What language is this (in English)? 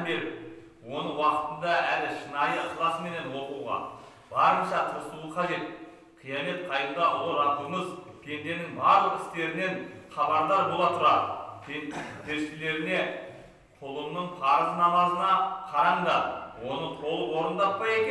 Kazakh